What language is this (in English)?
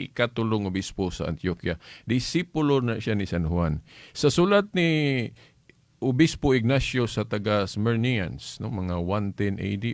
Cebuano